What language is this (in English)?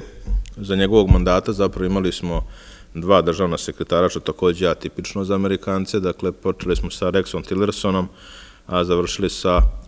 Serbian